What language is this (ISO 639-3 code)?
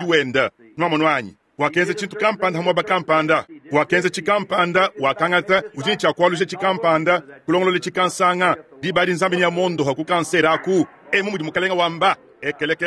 lua